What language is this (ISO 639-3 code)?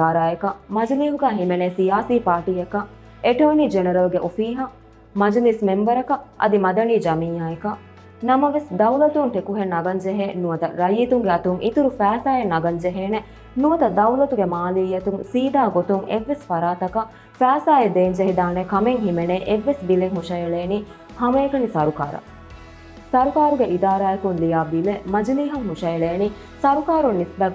div